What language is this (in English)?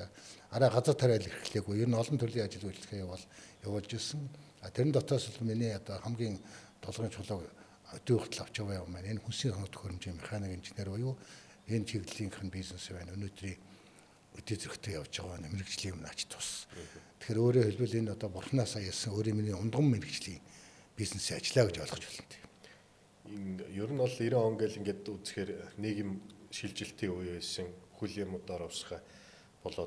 Mongolian